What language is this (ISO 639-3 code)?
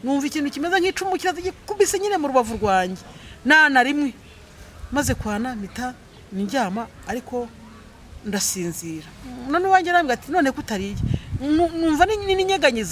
kin